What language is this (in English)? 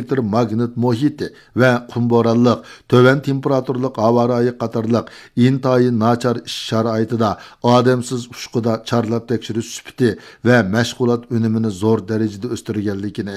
Uyghur